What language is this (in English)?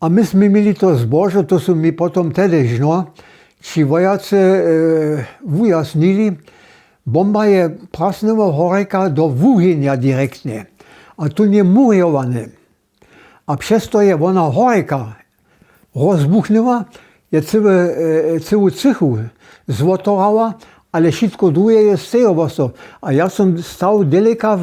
Upper Sorbian